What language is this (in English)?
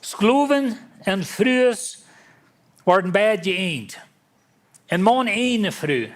Plautdietsch